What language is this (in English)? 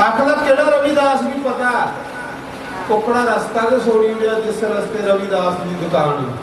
Dogri